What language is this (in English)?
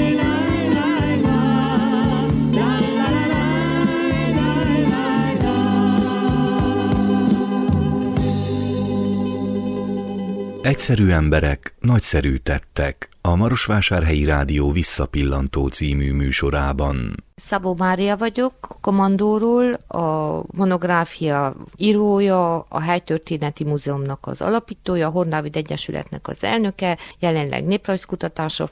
Hungarian